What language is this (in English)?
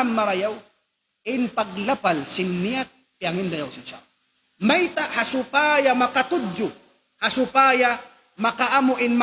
Tausug